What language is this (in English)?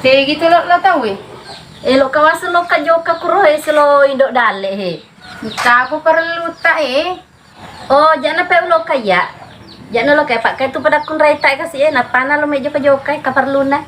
Buginese